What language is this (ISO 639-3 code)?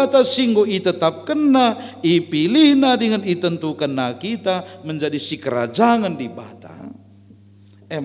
btx